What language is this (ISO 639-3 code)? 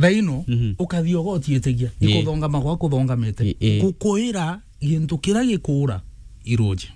mer